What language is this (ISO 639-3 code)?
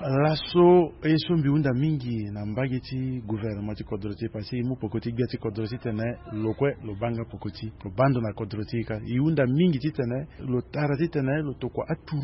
sag